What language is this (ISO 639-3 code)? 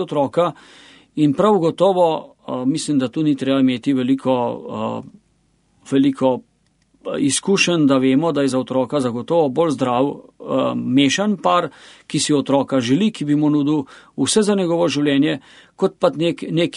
slv